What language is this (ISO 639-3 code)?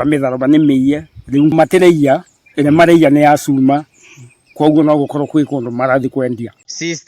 kik